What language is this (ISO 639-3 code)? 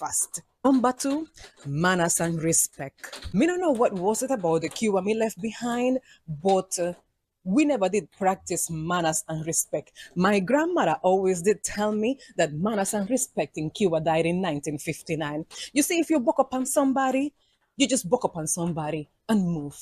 jam